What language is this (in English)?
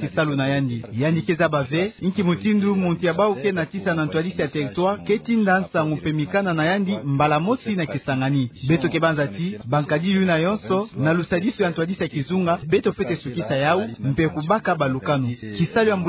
Kituba (Democratic Republic of Congo)